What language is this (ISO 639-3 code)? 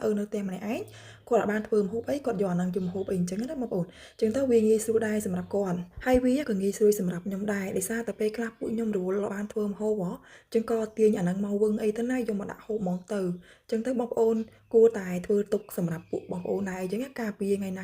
khm